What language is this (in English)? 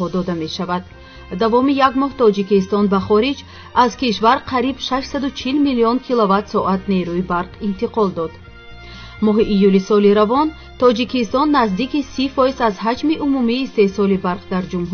Tajik